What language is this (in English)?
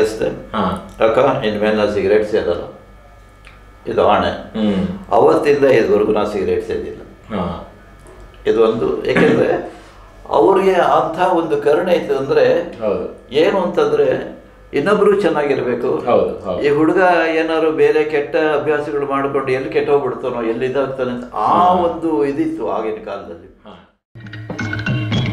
Kannada